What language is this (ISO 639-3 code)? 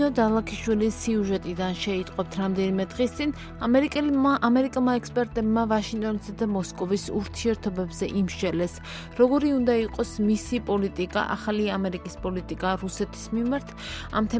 kat